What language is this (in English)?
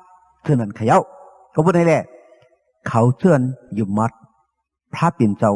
Shan